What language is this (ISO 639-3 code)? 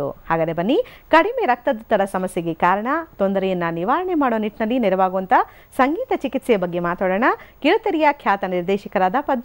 kan